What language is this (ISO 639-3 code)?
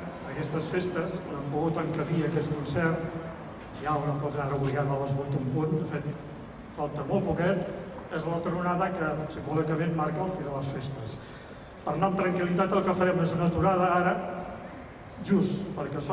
cat